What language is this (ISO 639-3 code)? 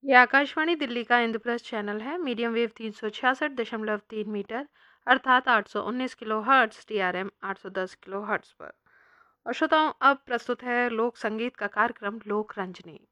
hin